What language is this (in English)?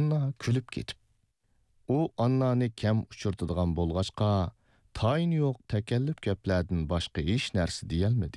Uyghur